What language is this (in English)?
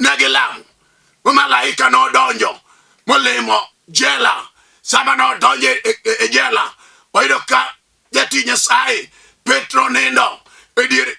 Luo (Kenya and Tanzania)